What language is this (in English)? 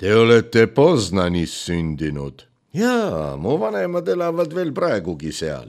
Estonian